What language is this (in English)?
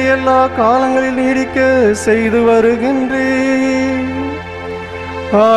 Tamil